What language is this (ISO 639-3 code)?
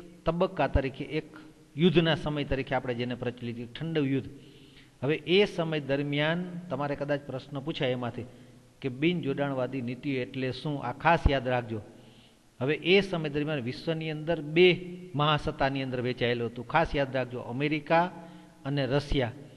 guj